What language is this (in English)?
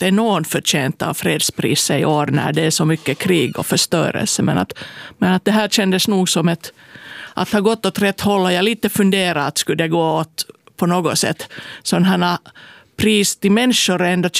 Swedish